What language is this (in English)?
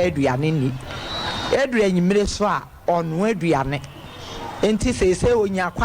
Akan